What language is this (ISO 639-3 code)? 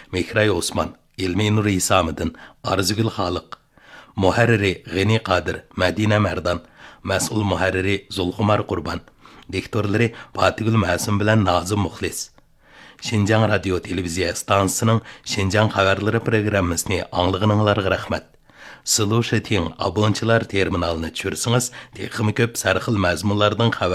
uig